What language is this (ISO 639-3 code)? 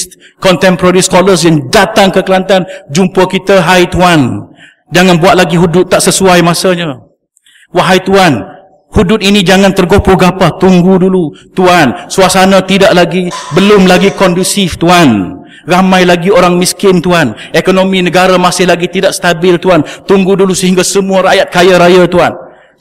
msa